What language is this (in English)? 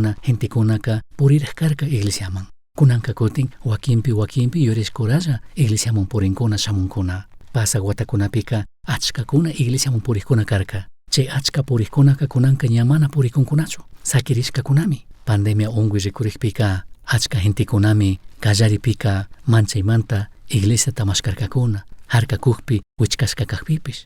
Chimborazo Highland Quichua